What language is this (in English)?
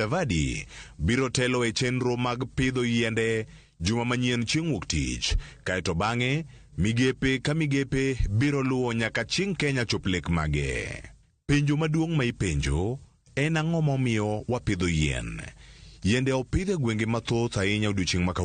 Luo (Kenya and Tanzania)